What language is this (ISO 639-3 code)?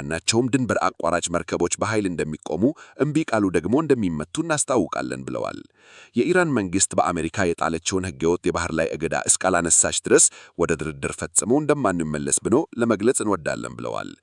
amh